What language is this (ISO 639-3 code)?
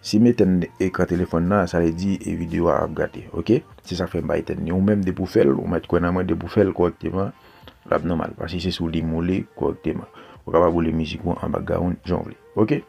hat